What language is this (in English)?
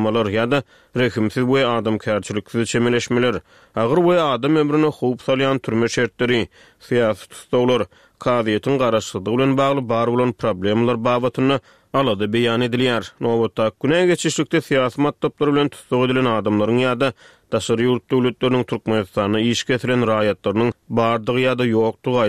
Turkmen